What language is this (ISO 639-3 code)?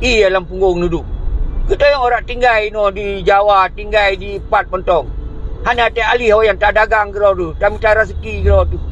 ace